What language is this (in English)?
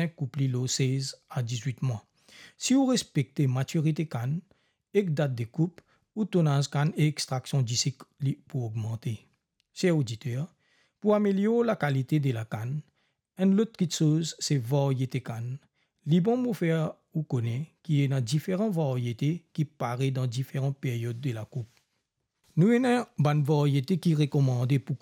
Morisyen